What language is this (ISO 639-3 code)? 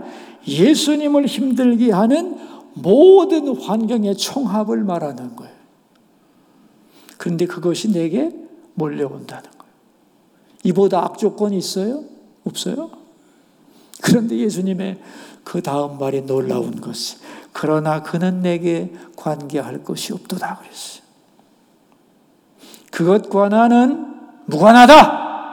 kor